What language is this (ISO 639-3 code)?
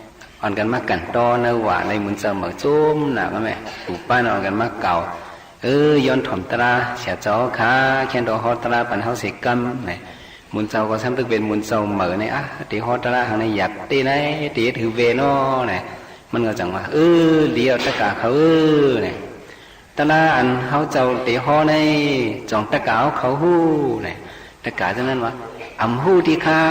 shn